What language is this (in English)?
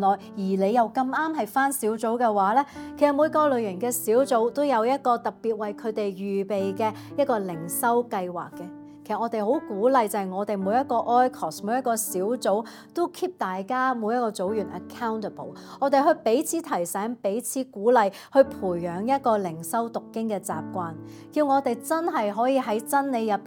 Cantonese